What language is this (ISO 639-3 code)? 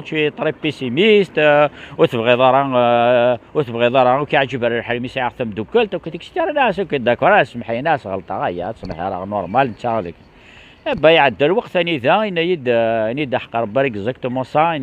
kab